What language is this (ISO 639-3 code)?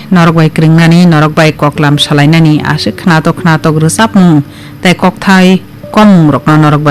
trp